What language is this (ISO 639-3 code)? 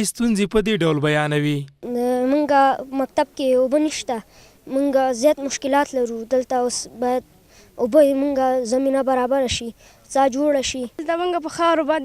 pus